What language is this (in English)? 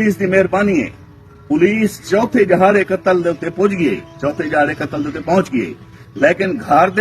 Saraiki